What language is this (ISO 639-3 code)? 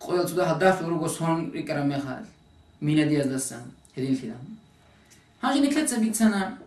ava